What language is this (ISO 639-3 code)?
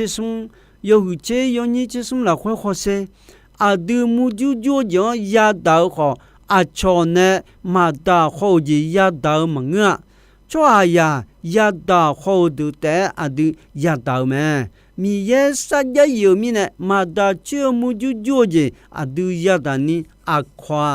ahk